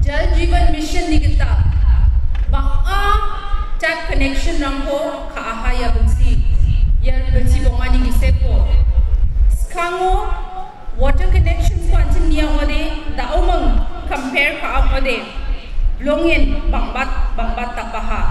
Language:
Garo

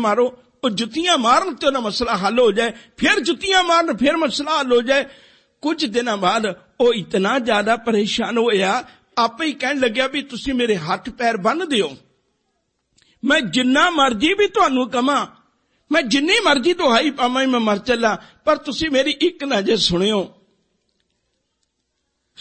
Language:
Punjabi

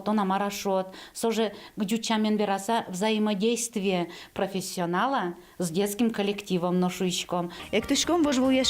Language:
Udmurt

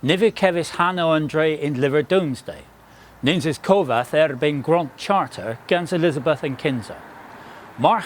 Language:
Cornish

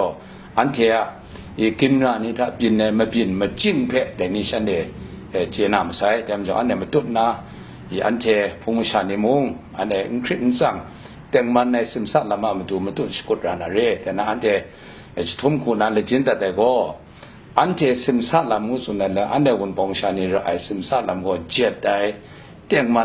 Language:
Kachin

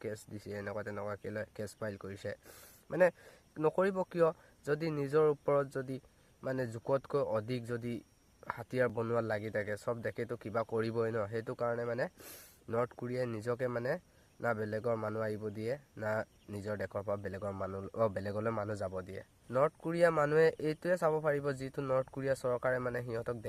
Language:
Assamese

